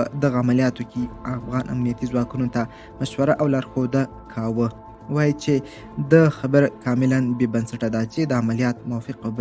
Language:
Pashto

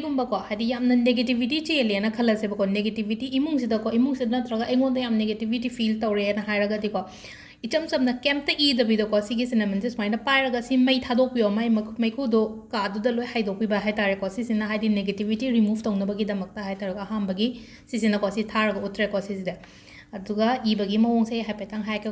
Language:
Manipuri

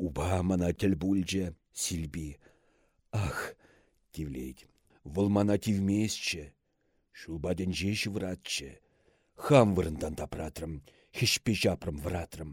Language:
Chuvash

